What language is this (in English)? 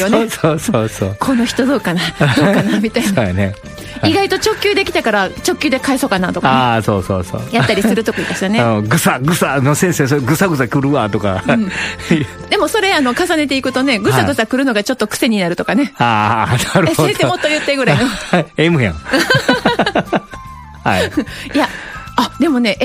Japanese